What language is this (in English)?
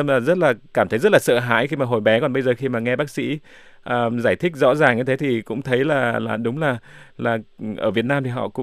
Vietnamese